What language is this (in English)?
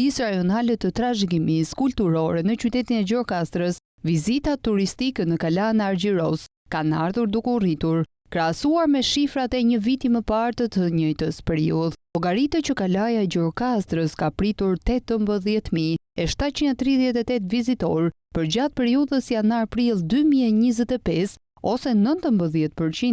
Albanian